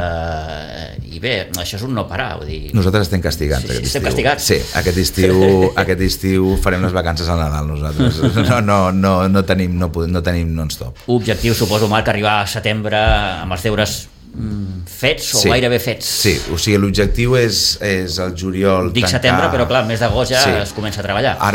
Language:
Catalan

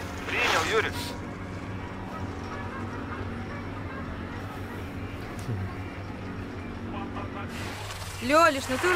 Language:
Russian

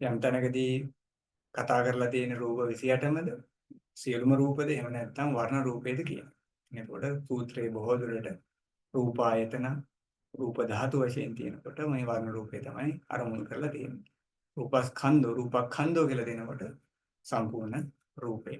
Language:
Sinhala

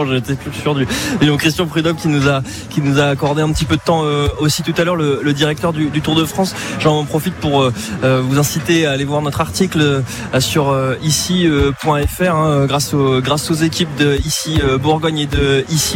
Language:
French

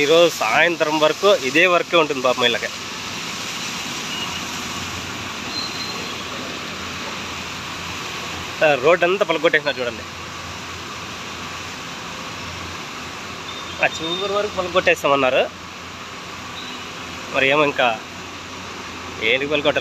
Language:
Telugu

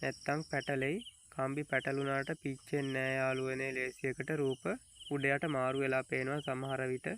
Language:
Sinhala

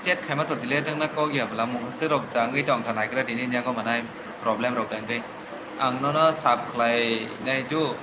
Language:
Kok Borok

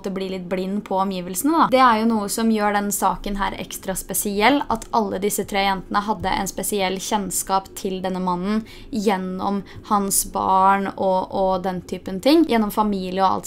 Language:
Norwegian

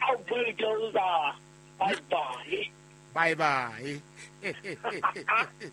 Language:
Southern Sotho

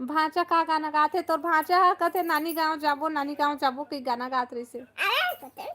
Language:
Chhattisgarhi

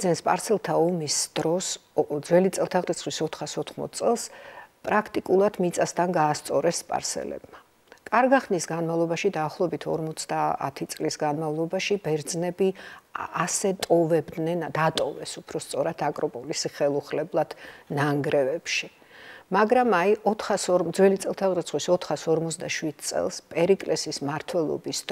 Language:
Georgian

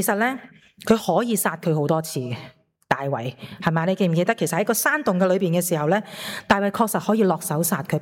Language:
Cantonese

